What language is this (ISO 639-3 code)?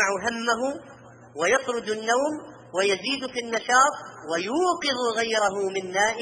ara